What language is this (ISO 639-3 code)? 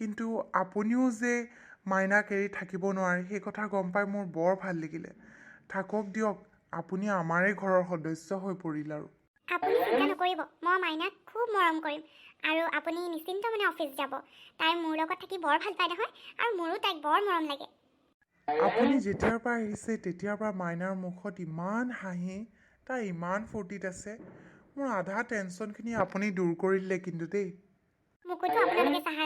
asm